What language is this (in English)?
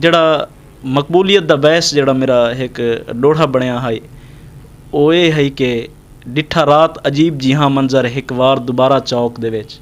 Saraiki